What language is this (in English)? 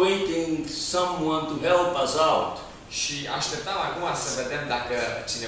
Romanian